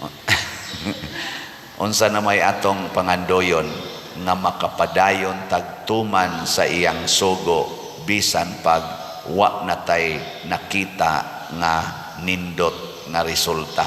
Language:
Cebuano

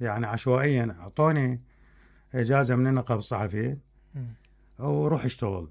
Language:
Mesopotamian Arabic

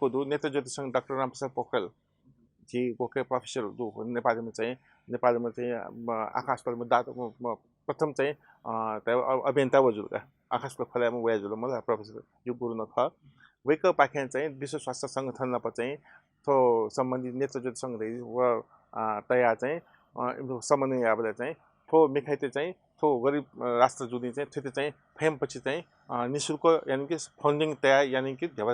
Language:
Newari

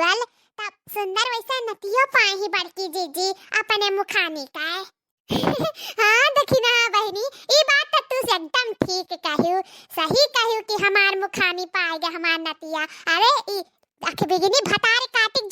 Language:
Awadhi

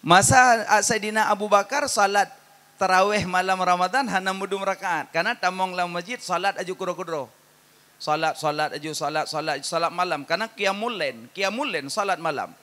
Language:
Achinese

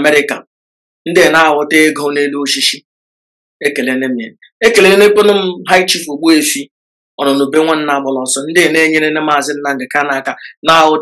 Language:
Igbo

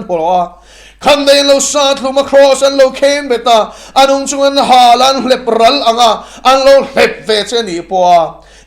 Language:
Mizo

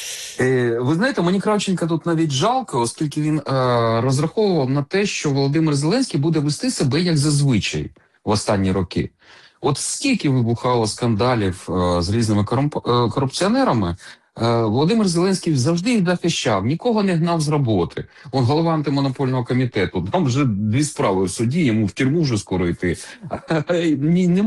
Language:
Ukrainian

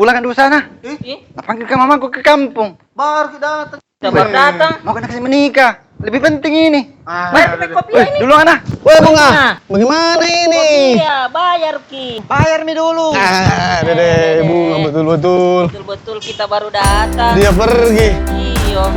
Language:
Makassar Malay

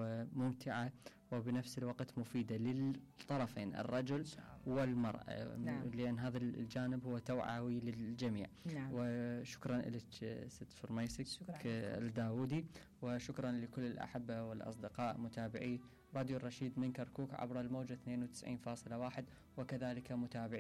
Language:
Mesopotamian Arabic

